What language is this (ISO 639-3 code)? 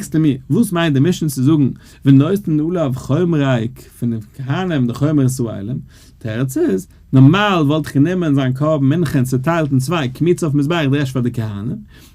yid